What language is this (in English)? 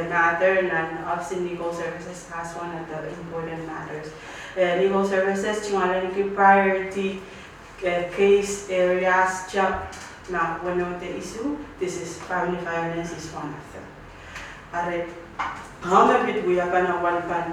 Pohnpeian